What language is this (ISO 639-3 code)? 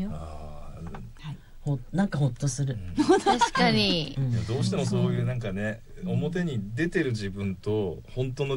jpn